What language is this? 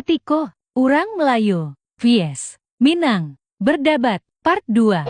Minangkabau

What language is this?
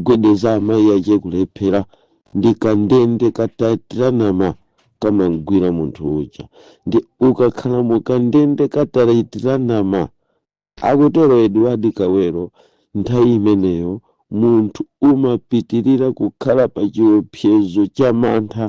Nyanja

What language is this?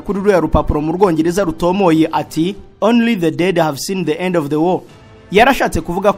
Kinyarwanda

